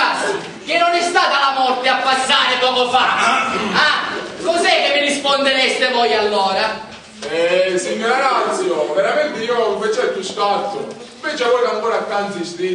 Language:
Sicilian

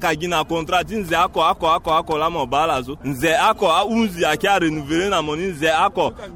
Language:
Sango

